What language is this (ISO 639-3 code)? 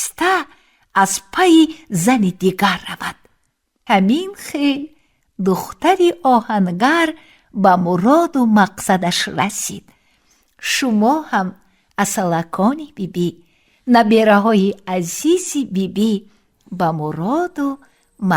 tgk